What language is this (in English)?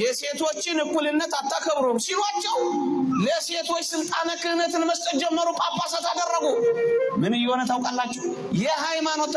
Amharic